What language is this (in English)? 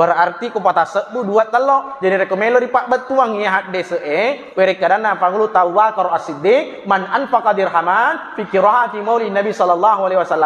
Buginese